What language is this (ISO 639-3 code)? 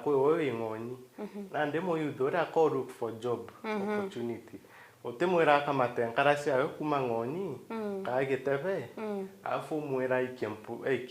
mer